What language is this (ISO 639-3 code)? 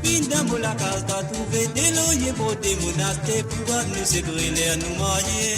mfe